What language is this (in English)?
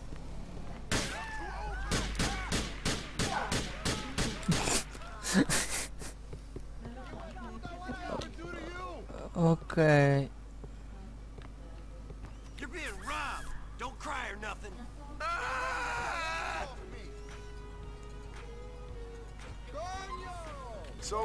Polish